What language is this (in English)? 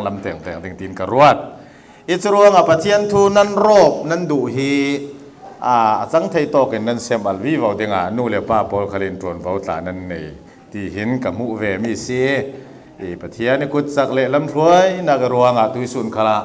Falam Chin